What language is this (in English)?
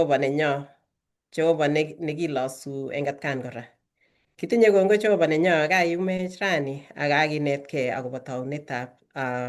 Kalenjin